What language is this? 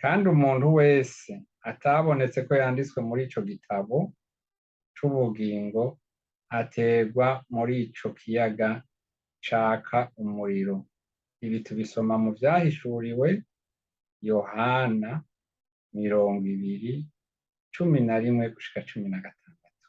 Rundi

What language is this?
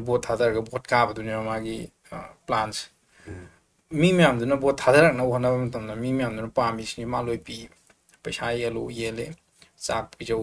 Manipuri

